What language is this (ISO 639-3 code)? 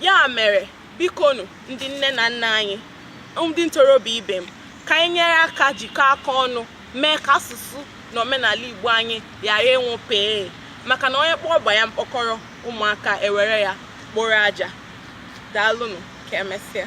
ibo